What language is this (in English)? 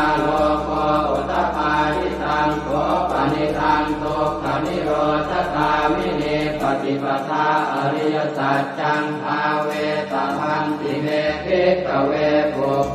Pali